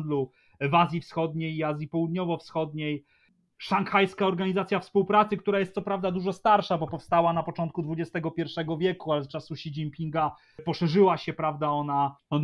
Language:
Polish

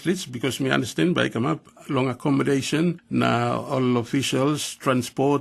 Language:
Tok Pisin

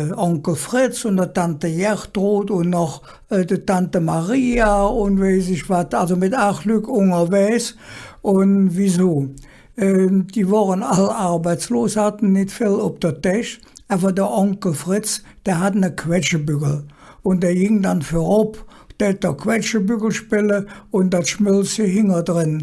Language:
Colognian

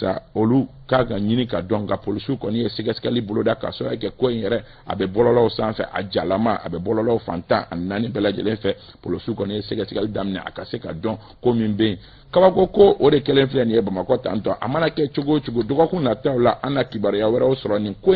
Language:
Bambara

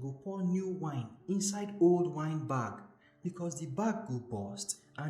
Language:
Nigerian Pidgin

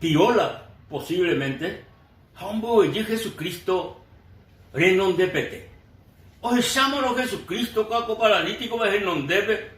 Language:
Guarani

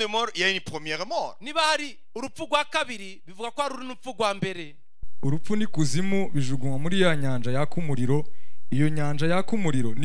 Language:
Kinyarwanda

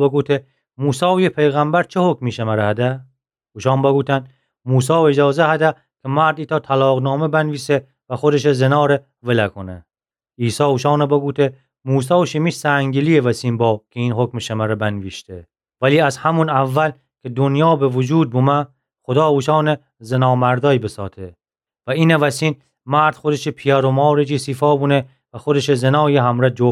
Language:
Gilaki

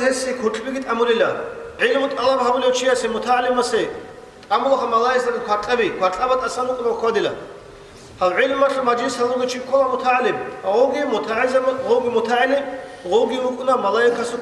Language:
Avaric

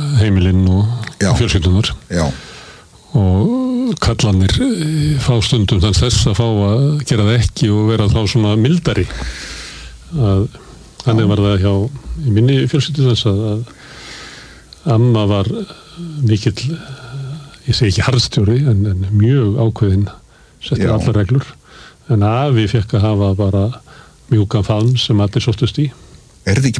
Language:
Icelandic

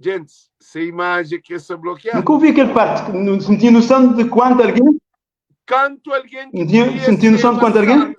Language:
Kabuverdianu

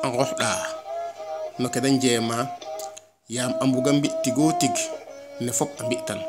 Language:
Serer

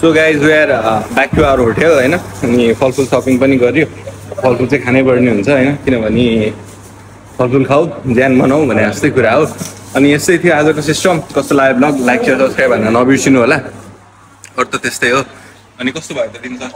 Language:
Nepali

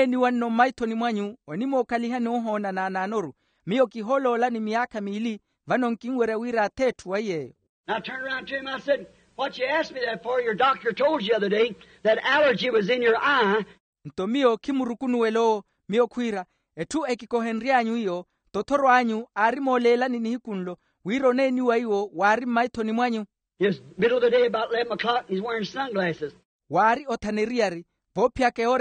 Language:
Makhuwa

